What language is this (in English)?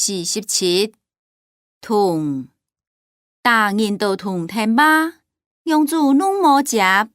Hakka Chinese